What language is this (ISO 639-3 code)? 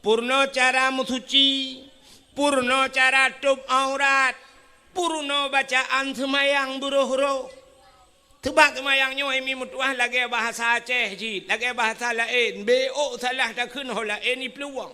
ace